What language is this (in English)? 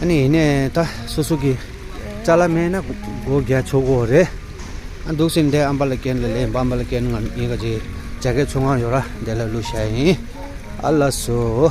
Tibetan